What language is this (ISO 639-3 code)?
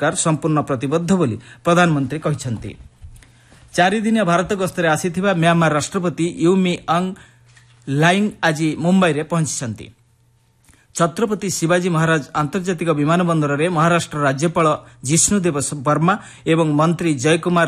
ori